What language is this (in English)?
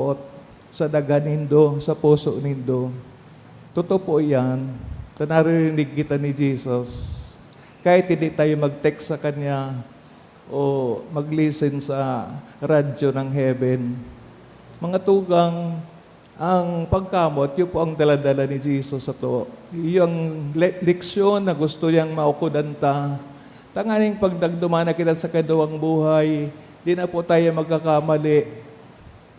Bikol